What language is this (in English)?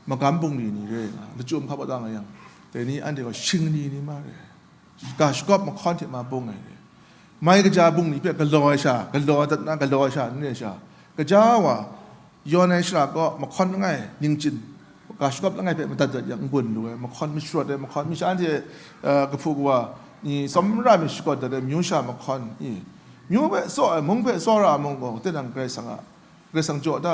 Kachin